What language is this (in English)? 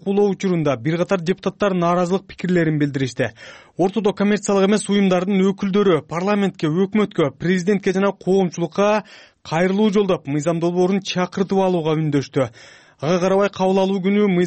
Kyrgyz